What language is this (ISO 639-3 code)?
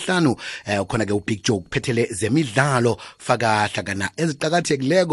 nbl